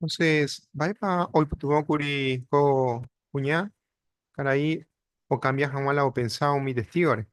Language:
Guarani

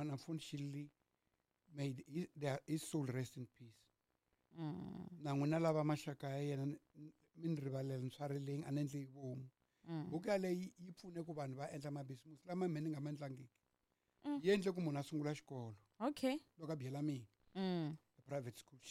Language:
Tsonga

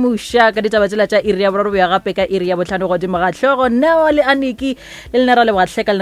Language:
Northern Sotho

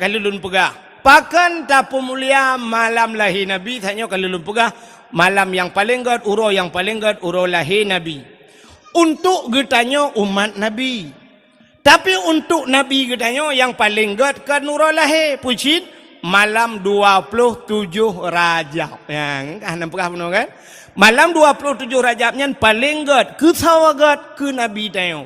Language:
Achinese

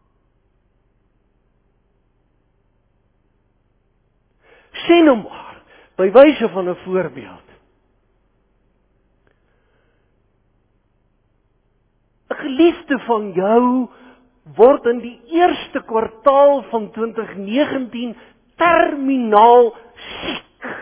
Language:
Afrikaans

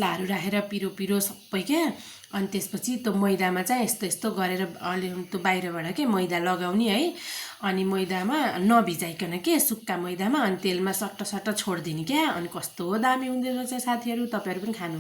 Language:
Nepali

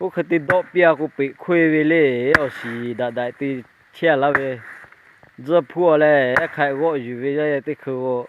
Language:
Lahu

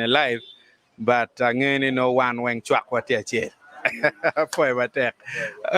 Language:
Acoli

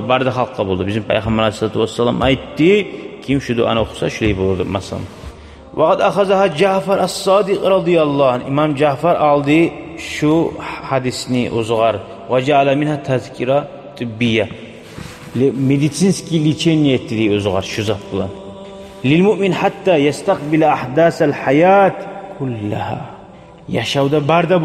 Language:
Kumyk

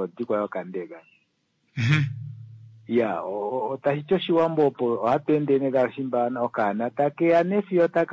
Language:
Kuanyama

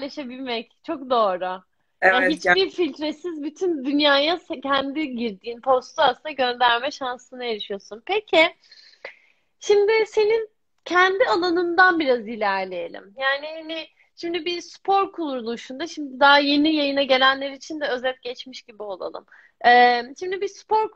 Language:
Turkish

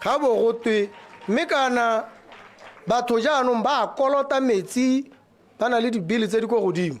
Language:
Tswana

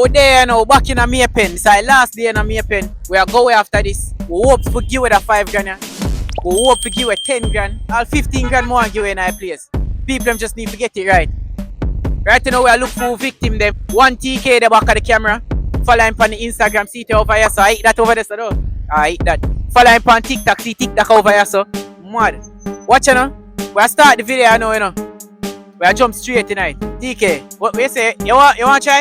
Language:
Jamaican Creole English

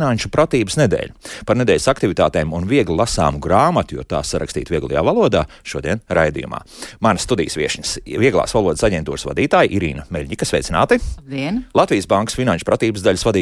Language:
Latvian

